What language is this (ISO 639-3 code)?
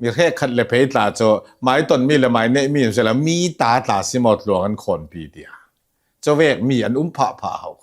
cnh